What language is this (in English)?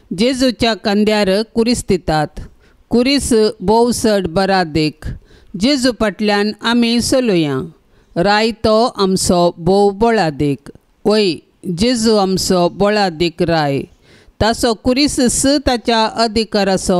Konkani